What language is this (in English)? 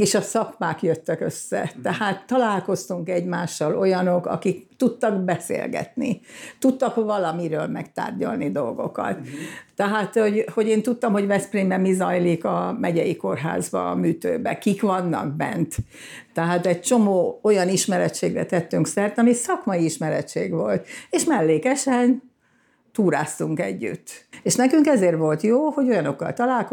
Hungarian